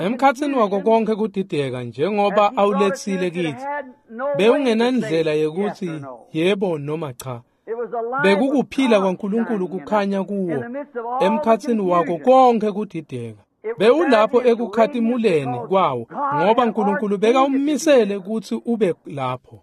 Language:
Swati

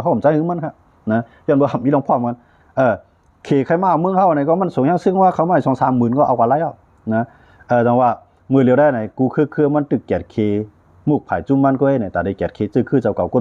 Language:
Shan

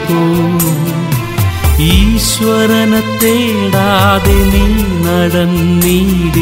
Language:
Malayalam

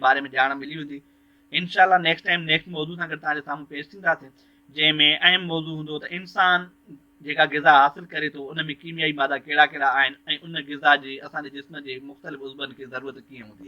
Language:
Sindhi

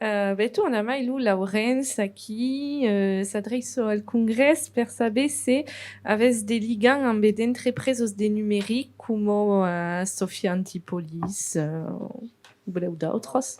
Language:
Occitan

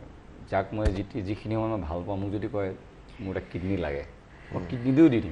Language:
Assamese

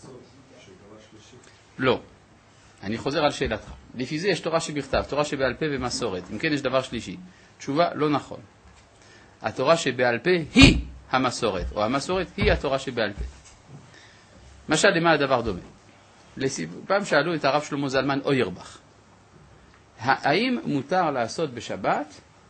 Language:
Hebrew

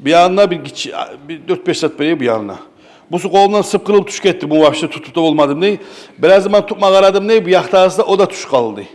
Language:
Kumyk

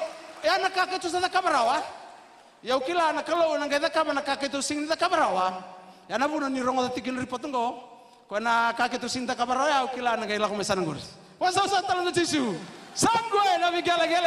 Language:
Fijian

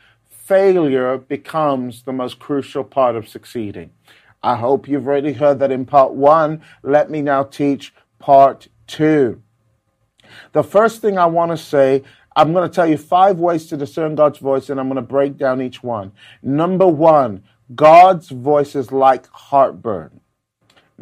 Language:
English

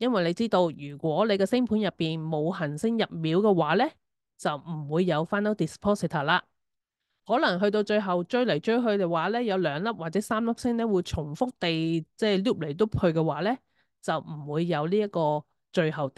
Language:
Cantonese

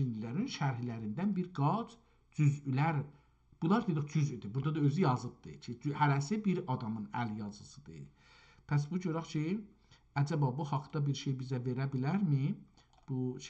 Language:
South Azerbaijani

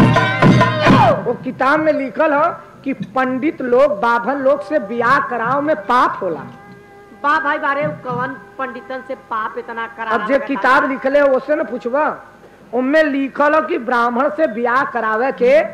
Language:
Bhojpuri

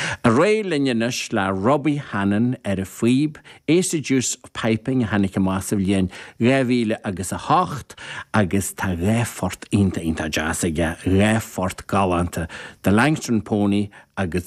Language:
Irish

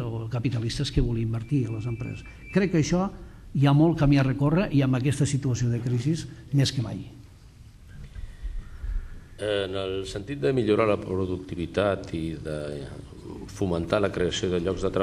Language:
Catalan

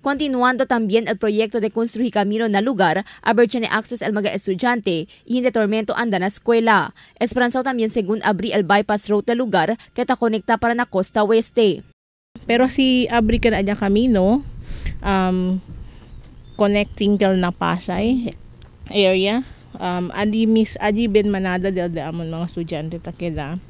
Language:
Chavacano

